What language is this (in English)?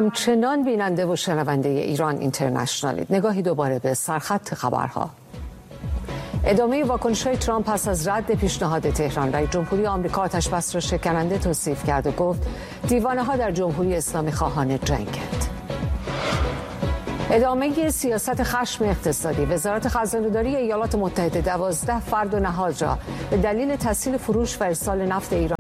Persian